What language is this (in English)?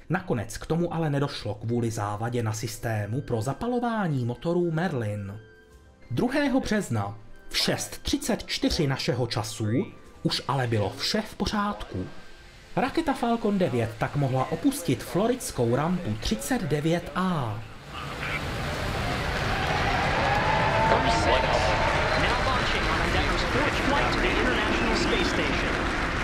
Czech